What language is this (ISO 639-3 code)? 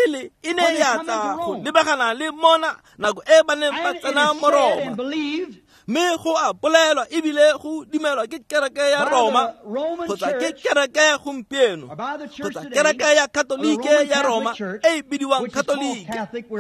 tsn